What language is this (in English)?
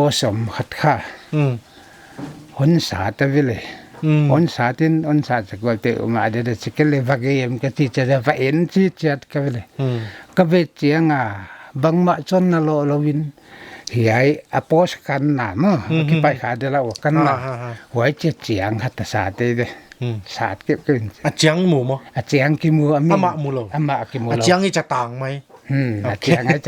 Paite Chin